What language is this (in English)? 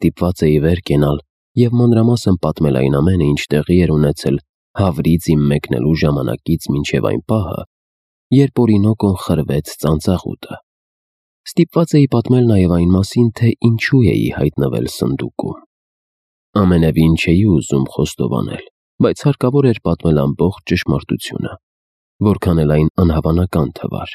Armenian